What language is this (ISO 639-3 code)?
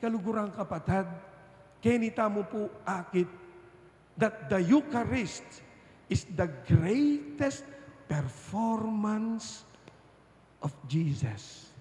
pam